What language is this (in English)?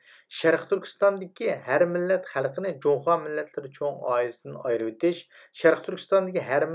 Uyghur